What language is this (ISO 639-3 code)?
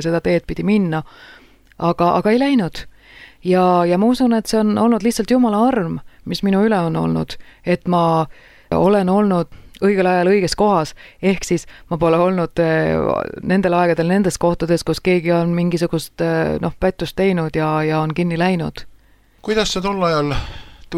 est